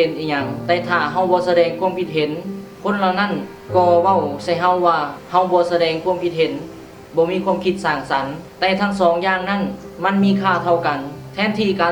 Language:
Lao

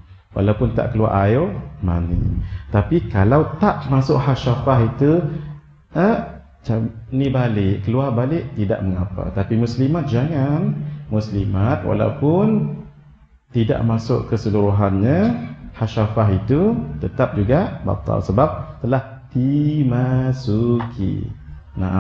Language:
Malay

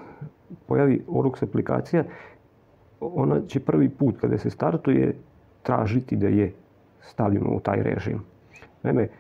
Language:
Serbian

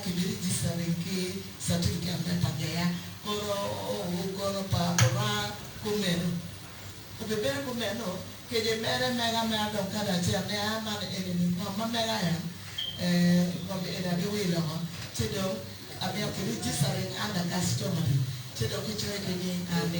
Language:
Acoli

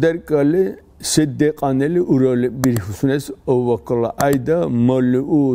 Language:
Dargwa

